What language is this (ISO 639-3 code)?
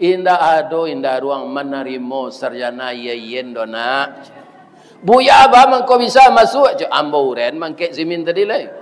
min